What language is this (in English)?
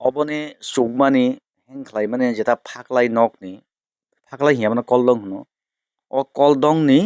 Kok Borok